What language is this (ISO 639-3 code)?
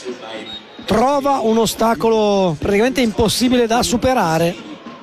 ita